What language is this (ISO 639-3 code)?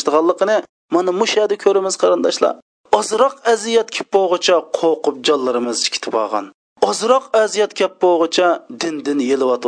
uig